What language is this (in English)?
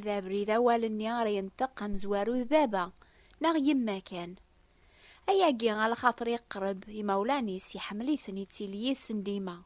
Kabyle